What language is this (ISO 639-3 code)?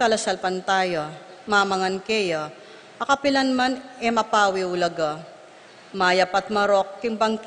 pam